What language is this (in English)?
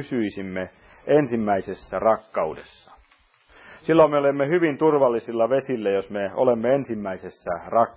Finnish